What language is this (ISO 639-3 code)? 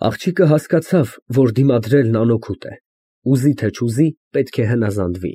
hye